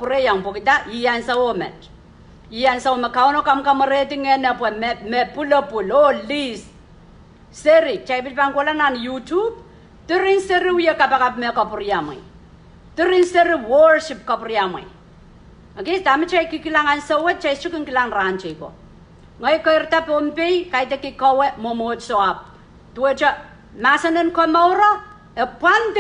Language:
Pohnpeian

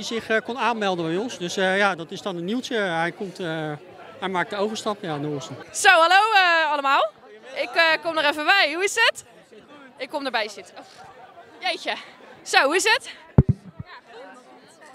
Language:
Dutch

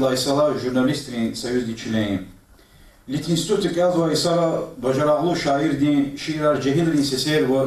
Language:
Lezghian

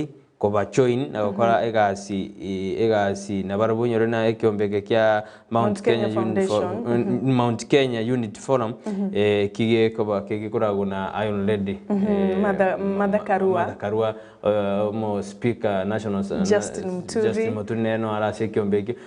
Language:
Gusii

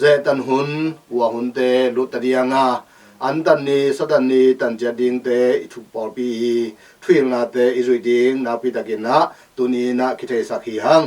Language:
Tedim Chin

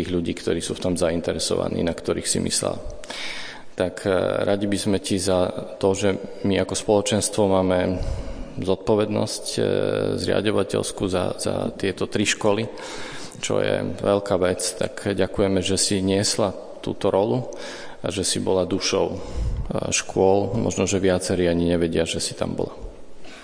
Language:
Slovak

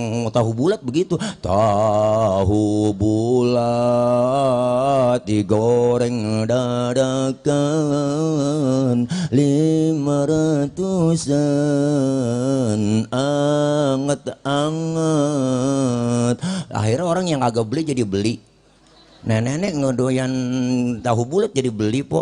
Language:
Betawi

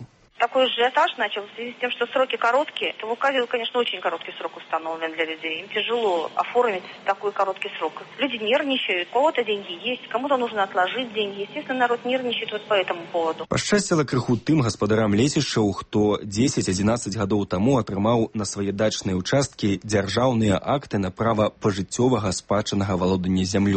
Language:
Belarusian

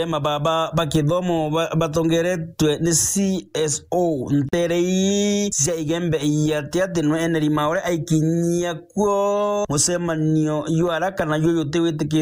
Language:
Meru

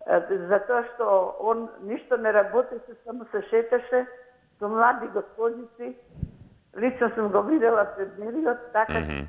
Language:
Macedonian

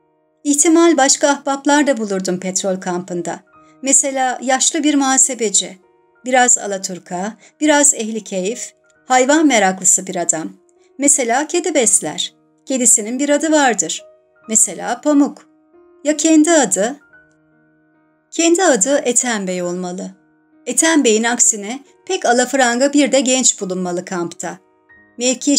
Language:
Turkish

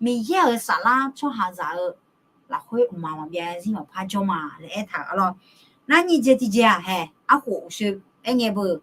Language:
Akha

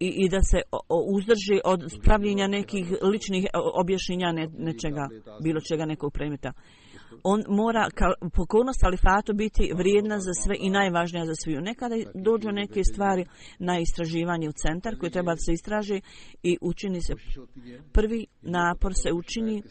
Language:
Bosnian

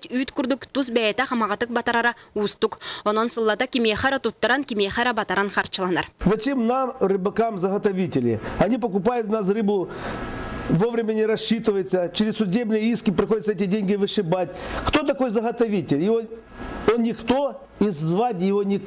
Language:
Yakut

